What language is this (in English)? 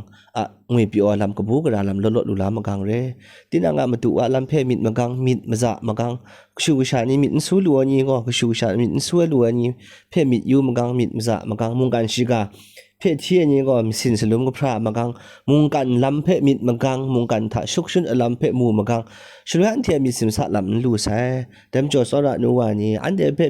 Kachin